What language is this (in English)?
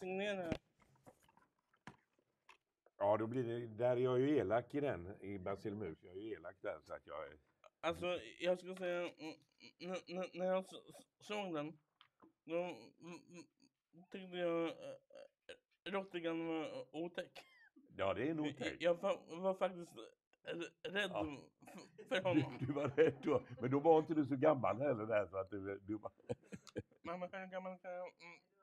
Swedish